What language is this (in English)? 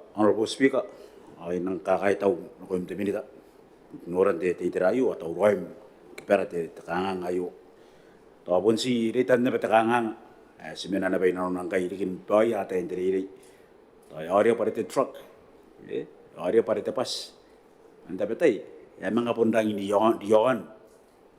Gilbertese